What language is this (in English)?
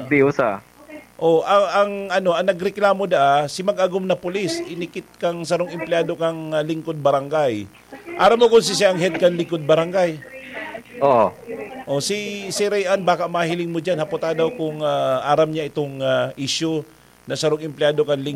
Bikol